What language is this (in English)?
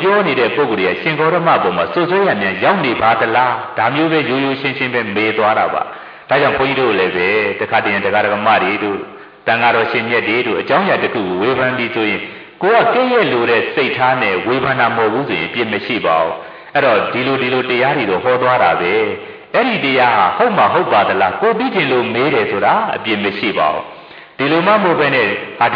Burmese